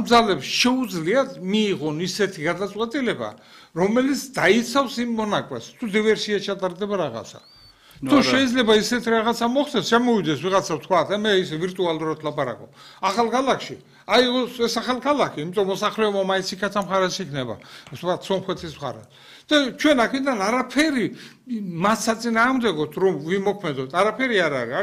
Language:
Georgian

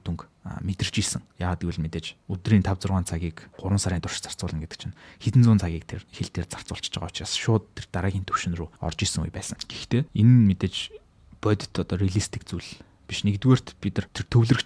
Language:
Mongolian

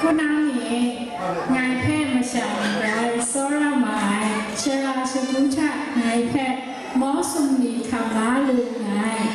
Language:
Kachin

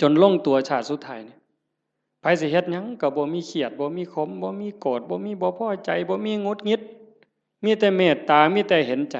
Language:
Northeastern Thai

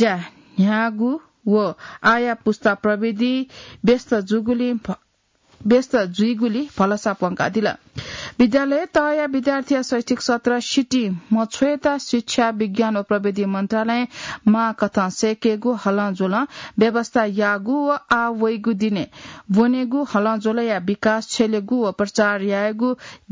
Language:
Newari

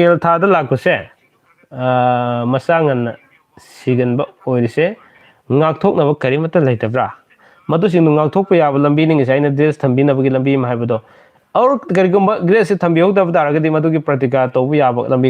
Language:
Manipuri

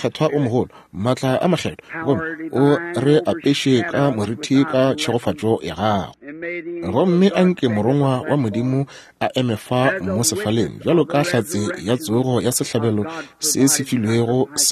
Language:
Northern Sotho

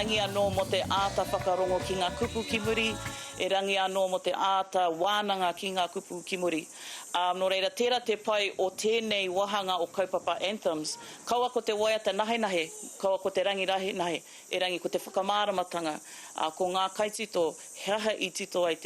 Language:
Māori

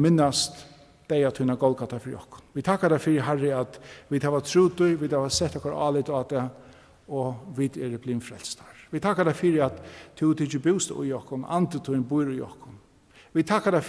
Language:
Faroese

